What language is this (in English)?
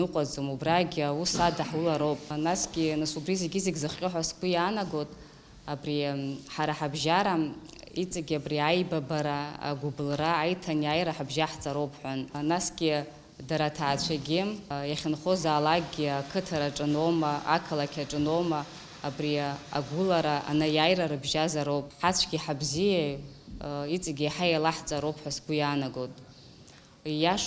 Abkhazian